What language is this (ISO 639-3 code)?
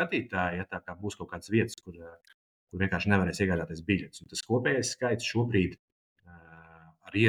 lav